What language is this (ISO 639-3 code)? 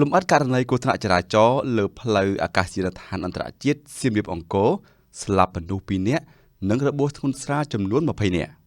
khm